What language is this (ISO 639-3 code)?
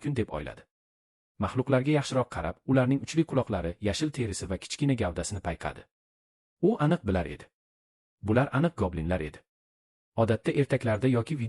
uzb